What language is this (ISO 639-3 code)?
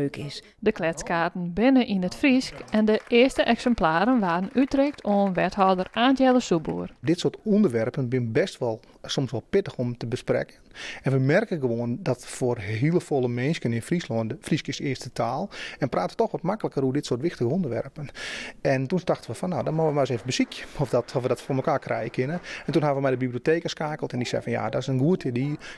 fry